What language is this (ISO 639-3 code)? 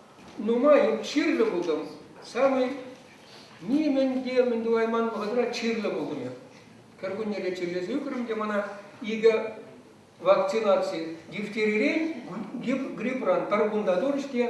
chv